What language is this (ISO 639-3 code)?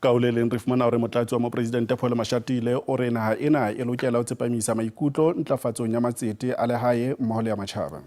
sot